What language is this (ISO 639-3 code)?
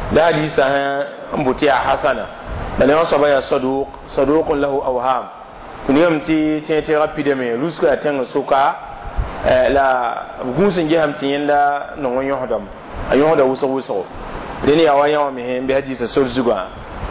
mos